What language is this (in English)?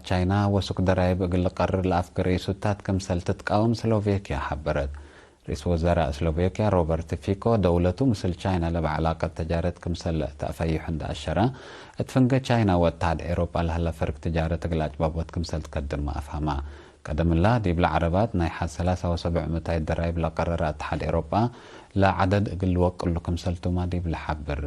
Tigre